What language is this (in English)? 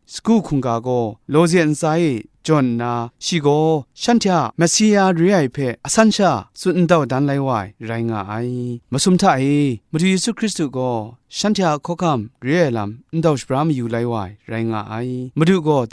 Kachin